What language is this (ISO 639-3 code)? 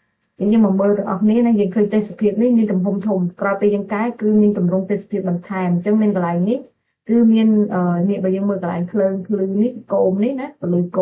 khm